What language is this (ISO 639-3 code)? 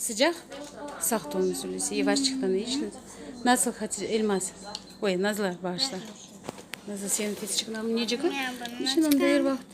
crh